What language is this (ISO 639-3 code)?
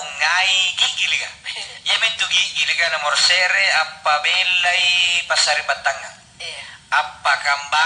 mak